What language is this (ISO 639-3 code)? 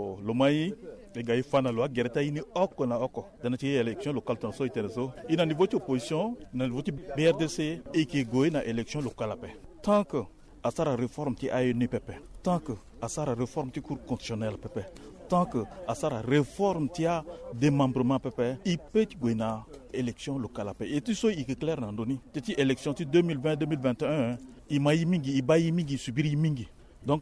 sag